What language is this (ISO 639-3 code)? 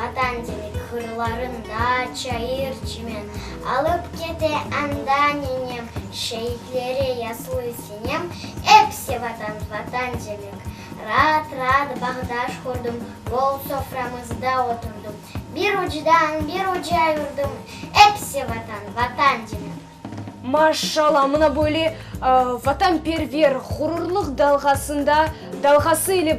crh